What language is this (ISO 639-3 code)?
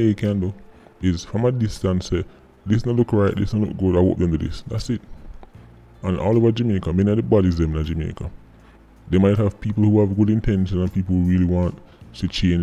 jam